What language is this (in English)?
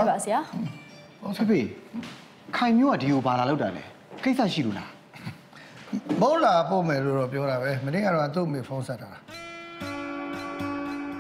Burmese